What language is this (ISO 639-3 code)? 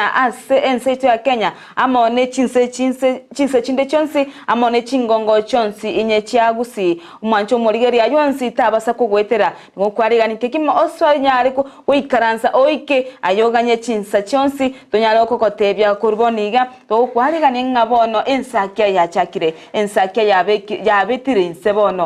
guz